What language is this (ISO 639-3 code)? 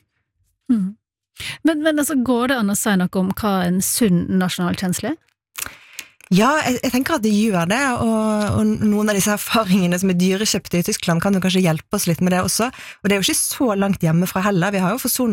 nor